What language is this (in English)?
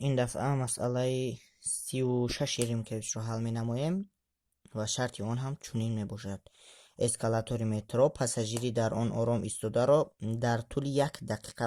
Tajik